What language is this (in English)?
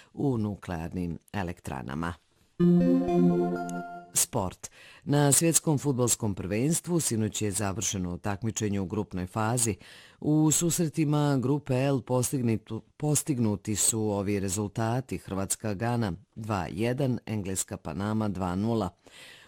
Bosnian